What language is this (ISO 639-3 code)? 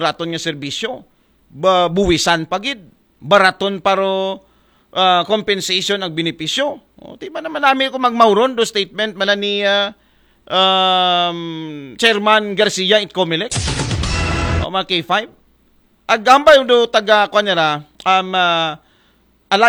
akl